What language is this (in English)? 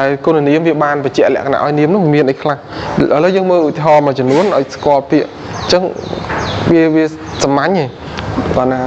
Khmer